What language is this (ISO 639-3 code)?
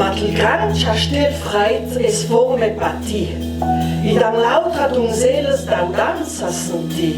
lld